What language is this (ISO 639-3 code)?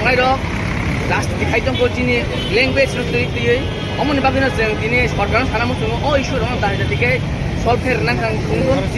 trp